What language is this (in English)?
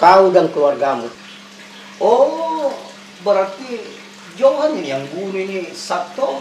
Makassar Malay